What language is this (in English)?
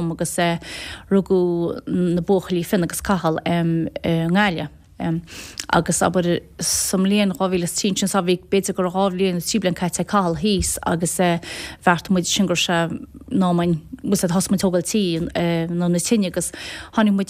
Irish